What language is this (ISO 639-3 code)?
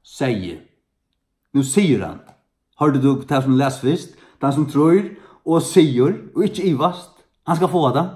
fao